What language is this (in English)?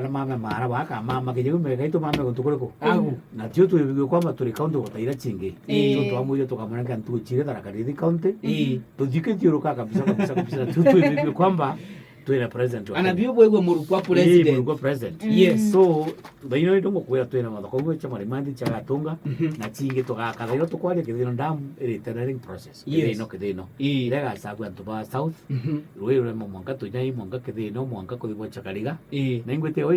Meru